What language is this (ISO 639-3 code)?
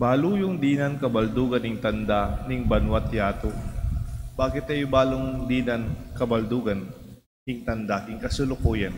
pam